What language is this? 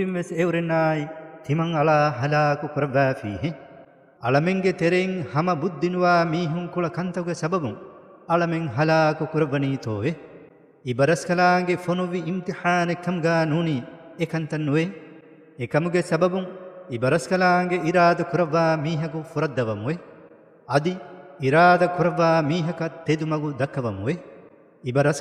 Divehi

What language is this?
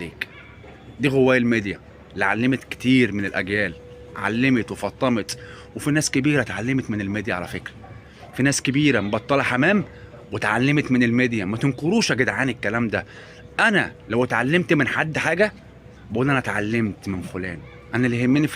Egyptian Arabic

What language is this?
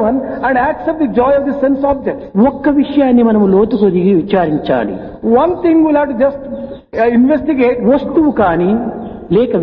Telugu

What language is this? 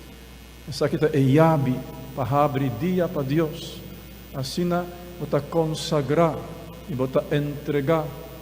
Papiamento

